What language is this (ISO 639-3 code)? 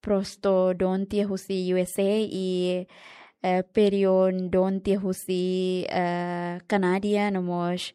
tet